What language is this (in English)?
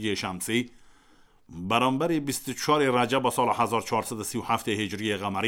Kurdish